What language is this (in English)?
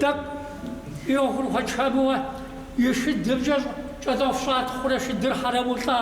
Kabardian